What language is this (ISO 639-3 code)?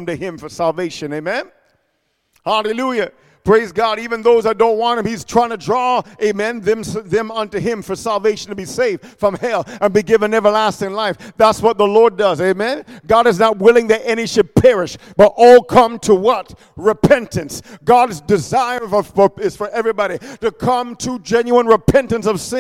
eng